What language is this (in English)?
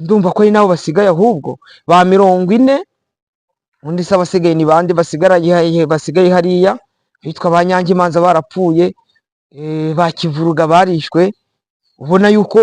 Kinyarwanda